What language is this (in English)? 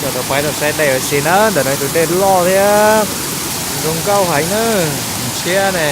Hmong